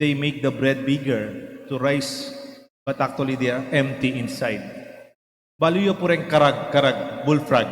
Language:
Pampanga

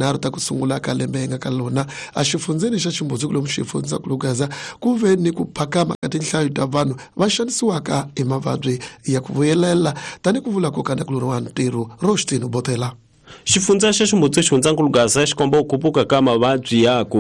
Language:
Tsonga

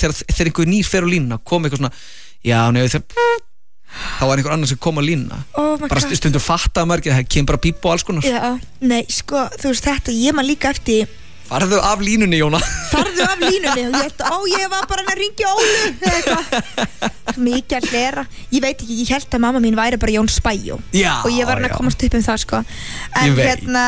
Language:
Icelandic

